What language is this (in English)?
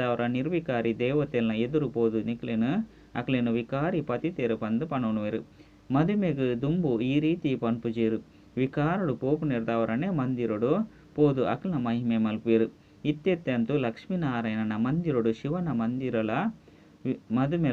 Tulu